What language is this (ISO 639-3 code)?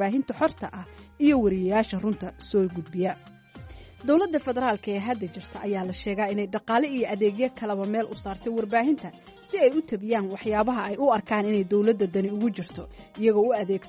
som